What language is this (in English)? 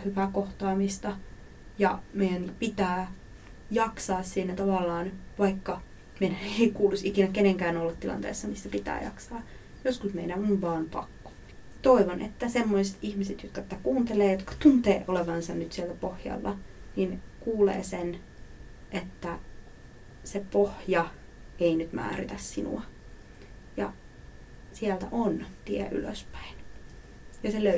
Finnish